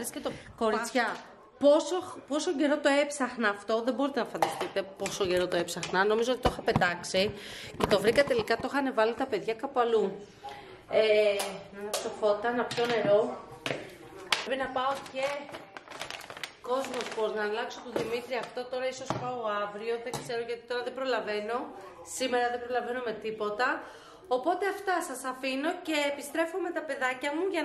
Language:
Greek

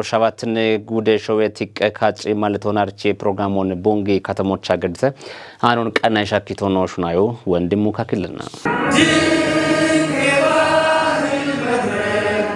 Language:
Kafa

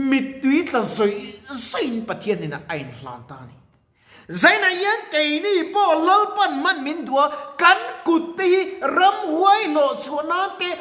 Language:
Mizo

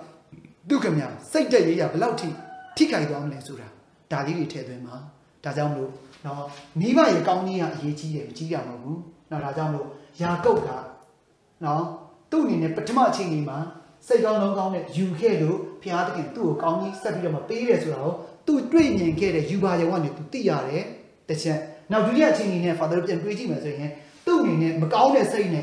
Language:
Burmese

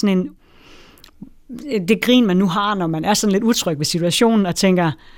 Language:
Danish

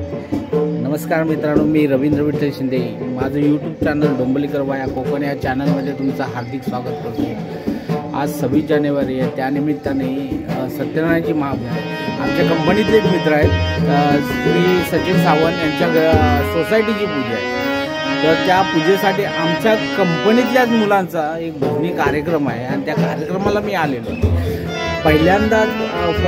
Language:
Marathi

